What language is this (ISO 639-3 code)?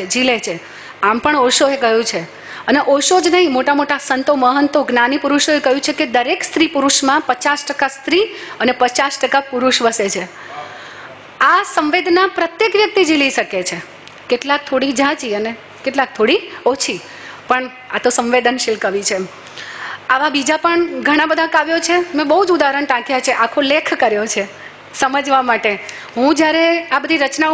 guj